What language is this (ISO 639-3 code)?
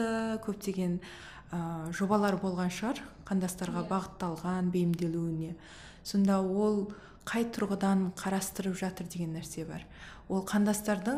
kaz